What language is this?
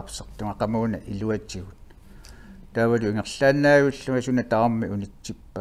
Kalaallisut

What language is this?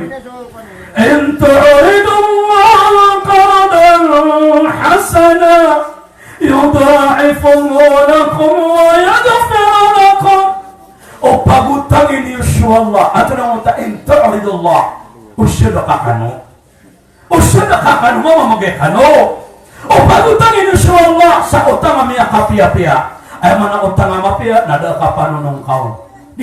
Maranao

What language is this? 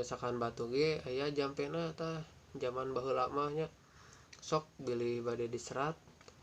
Sundanese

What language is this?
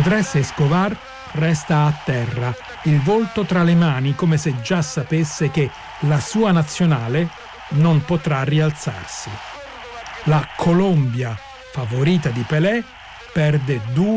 Italian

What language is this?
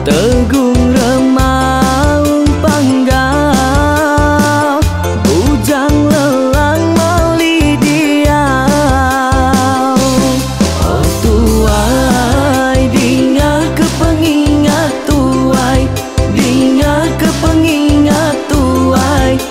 Iban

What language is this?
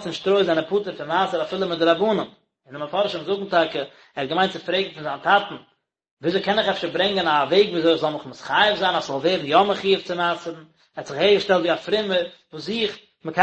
Yiddish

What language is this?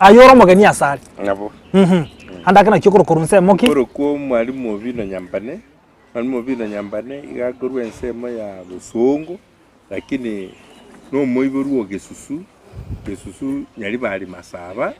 Gusii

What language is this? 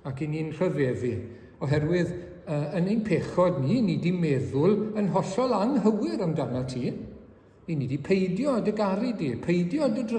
Welsh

